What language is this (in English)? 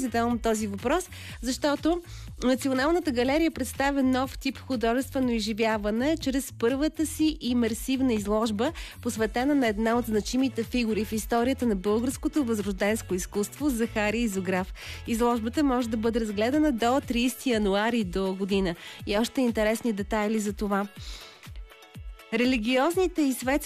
Bulgarian